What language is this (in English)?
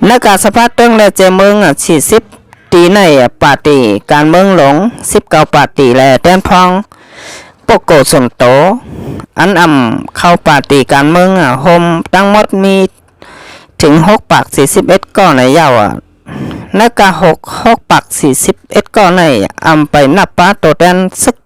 Shan